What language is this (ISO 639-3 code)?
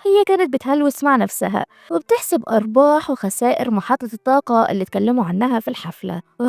arz